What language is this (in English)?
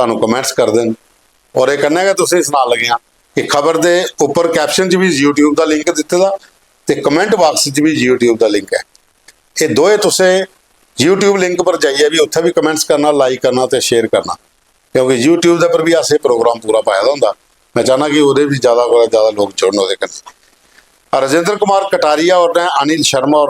Dogri